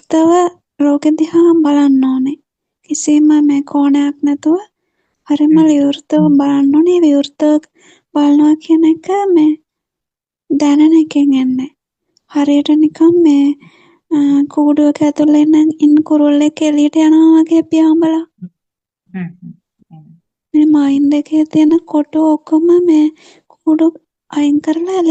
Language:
Sinhala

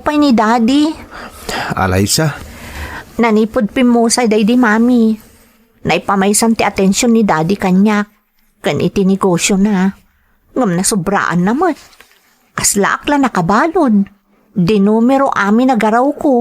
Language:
Iloko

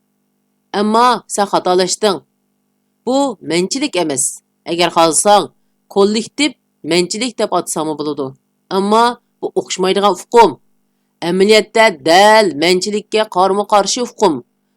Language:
Uyghur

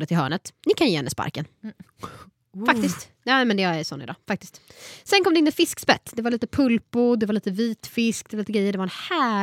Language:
Swedish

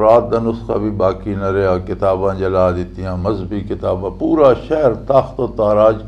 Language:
Western Panjabi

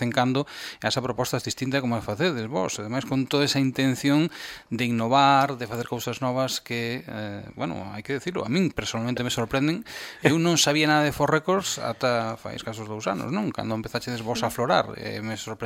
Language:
Galician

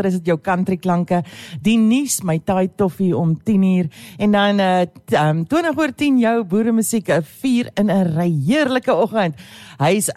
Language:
Afrikaans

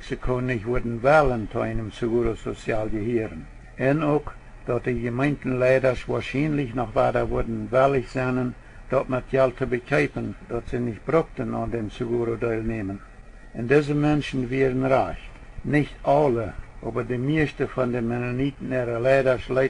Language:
Plautdietsch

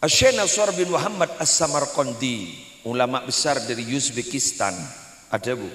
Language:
Madurese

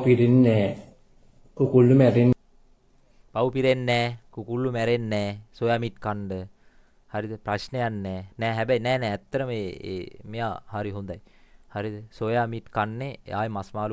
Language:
Sinhala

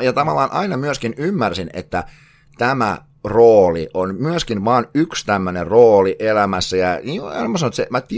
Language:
Finnish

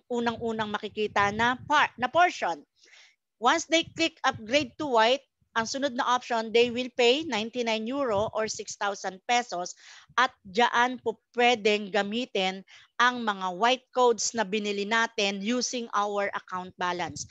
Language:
Filipino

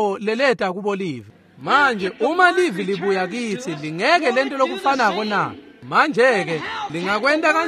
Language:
Swati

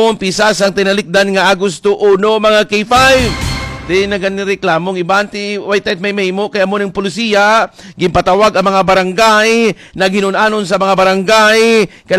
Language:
Hiligaynon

